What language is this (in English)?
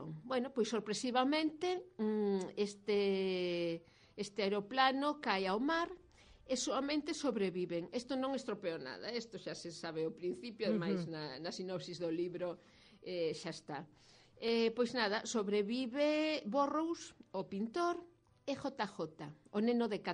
Galician